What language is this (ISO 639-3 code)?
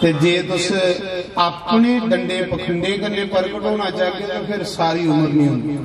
doi